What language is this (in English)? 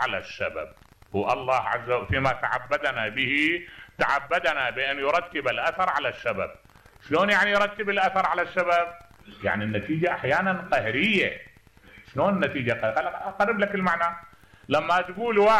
Mesopotamian Arabic